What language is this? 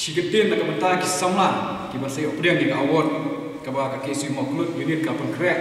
Khasi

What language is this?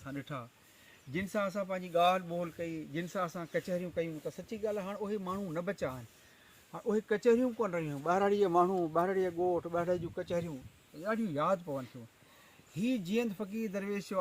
Sindhi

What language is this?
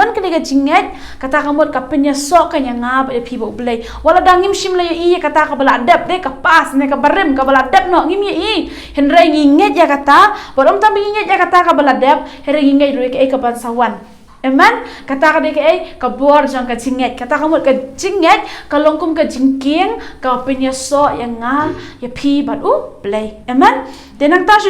Khasi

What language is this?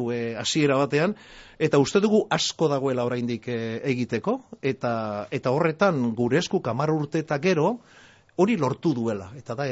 Basque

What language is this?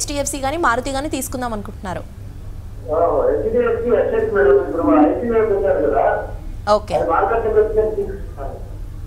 Telugu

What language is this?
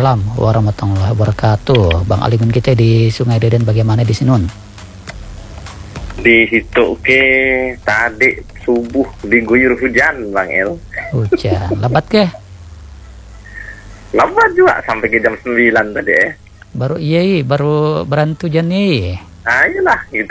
Indonesian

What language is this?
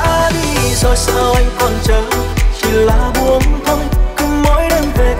Vietnamese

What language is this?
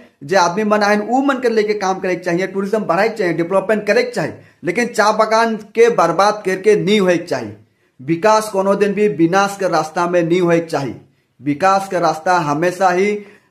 Sadri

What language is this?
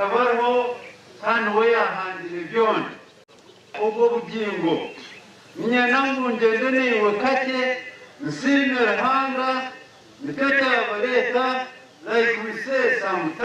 Nyankole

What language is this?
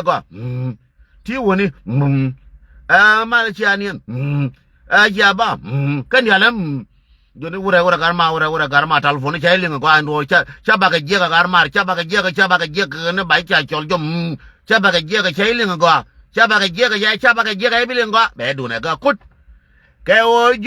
Nuer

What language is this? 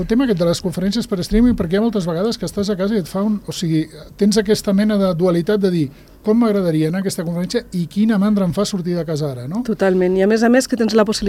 Catalan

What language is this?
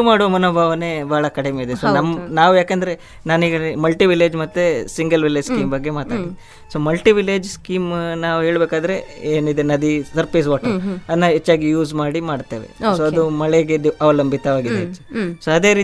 Kannada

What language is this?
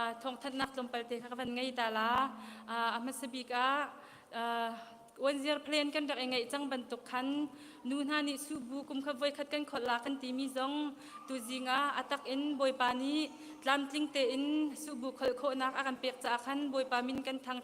Hakha Chin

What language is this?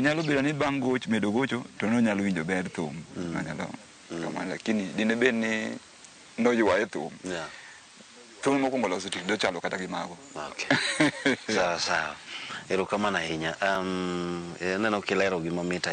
Luo (Kenya and Tanzania)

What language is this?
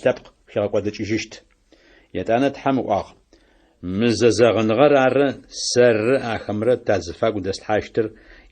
Adyghe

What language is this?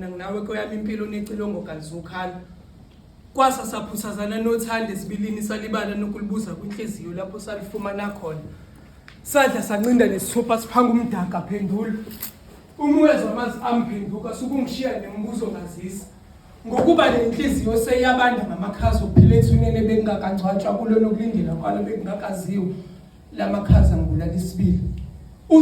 Zulu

